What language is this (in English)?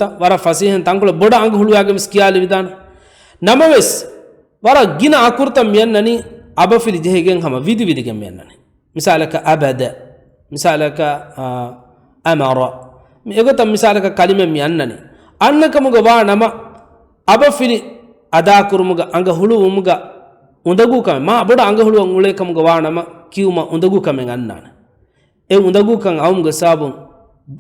Divehi